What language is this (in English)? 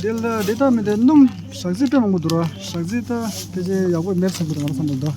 Tibetan